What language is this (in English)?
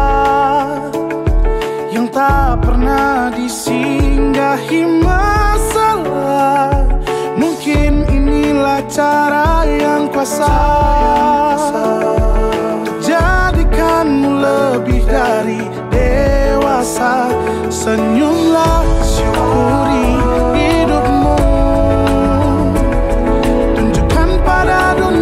Indonesian